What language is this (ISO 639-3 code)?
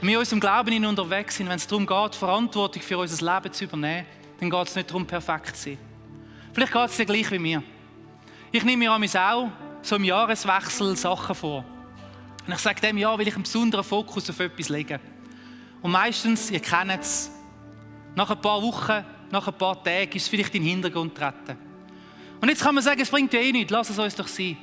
gsw